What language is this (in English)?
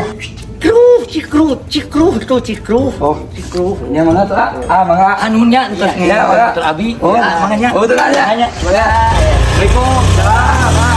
Sundanese